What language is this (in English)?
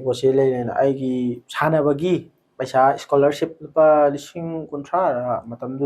Manipuri